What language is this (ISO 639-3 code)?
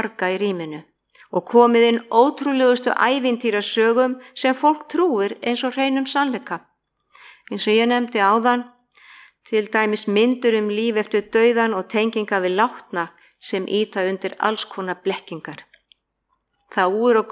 isl